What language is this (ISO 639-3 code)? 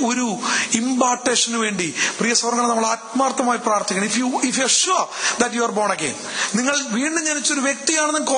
mal